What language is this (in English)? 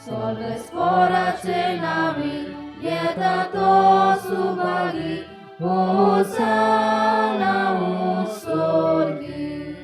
Konkani